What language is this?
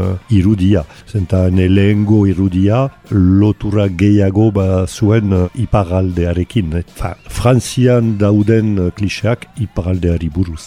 Basque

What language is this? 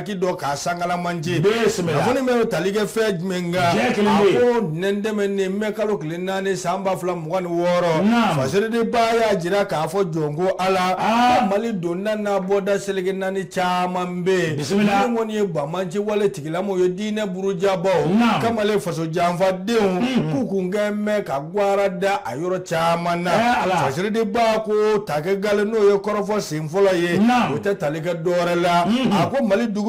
Bambara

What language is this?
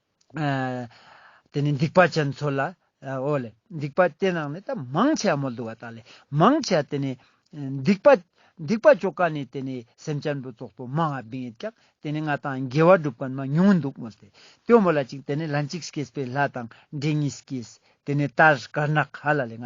Ladakhi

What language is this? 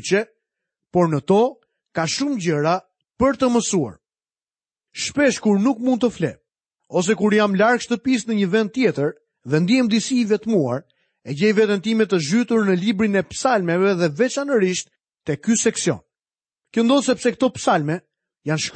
Albanian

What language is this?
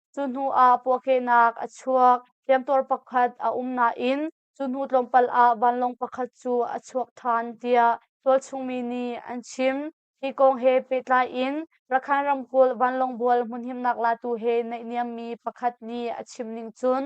Hakha Chin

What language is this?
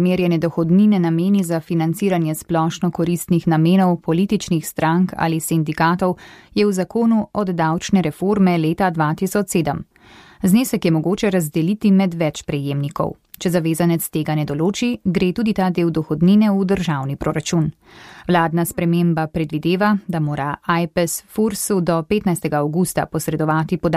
Slovenian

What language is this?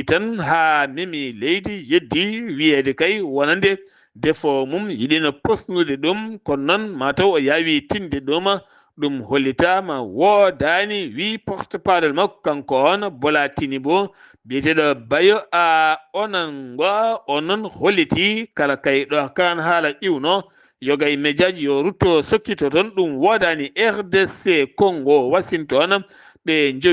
Fula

